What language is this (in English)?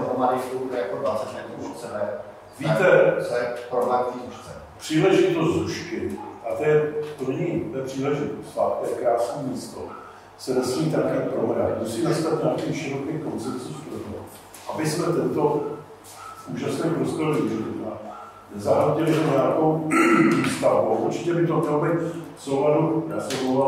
Czech